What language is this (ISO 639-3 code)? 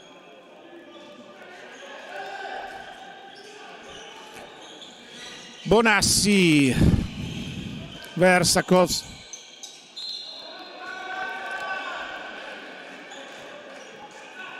ita